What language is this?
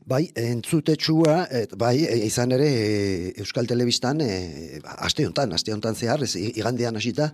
Basque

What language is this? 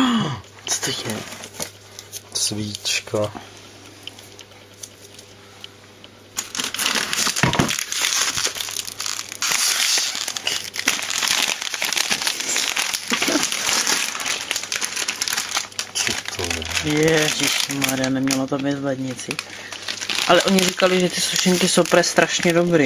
Czech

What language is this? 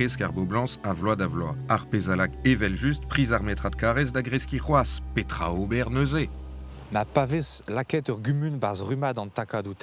Breton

